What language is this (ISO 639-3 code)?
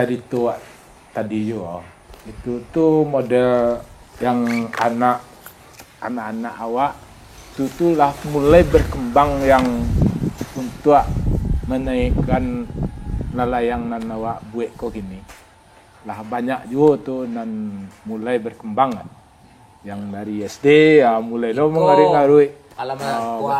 min